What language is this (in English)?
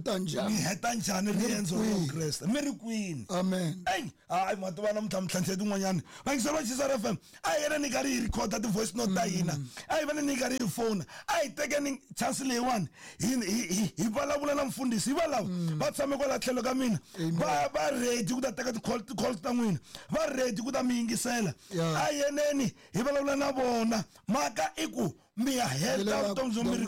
Tsonga